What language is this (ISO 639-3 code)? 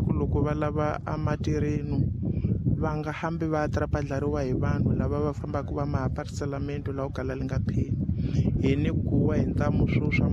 tso